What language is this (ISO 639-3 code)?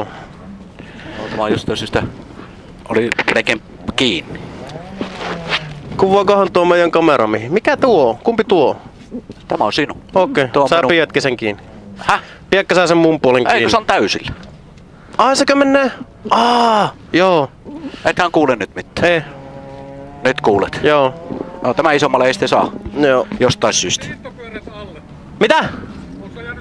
fin